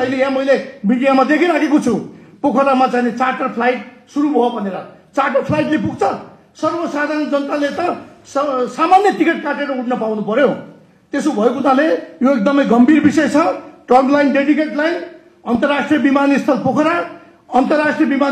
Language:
Nepali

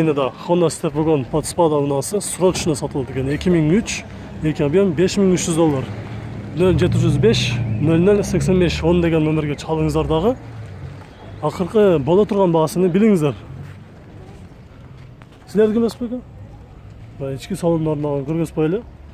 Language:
Kyrgyz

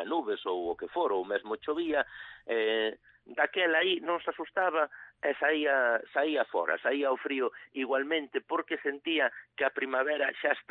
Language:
Galician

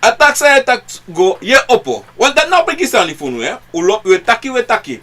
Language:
Sranan Tongo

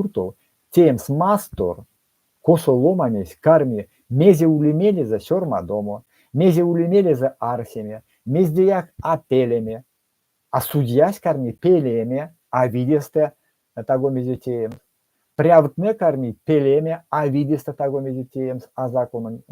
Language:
Erzya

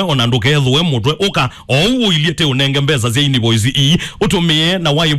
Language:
Kamba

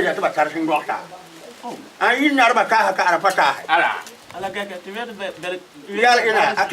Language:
Frafra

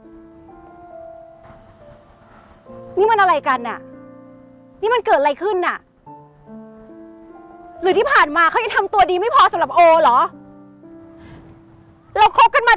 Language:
Thai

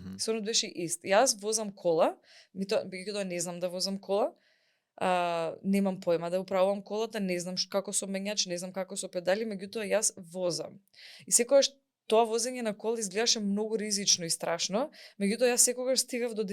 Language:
Macedonian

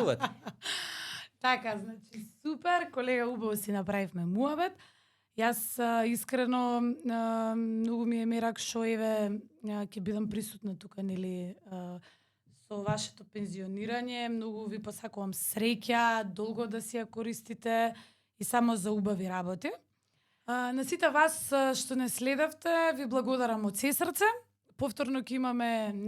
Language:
Macedonian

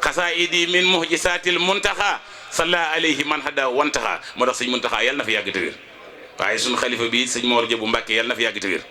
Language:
Wolof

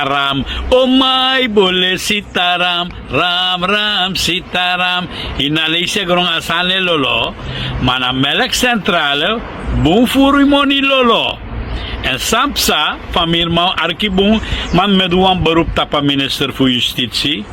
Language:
Sranan Tongo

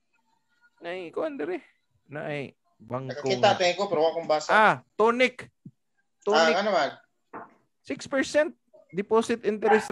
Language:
Cebuano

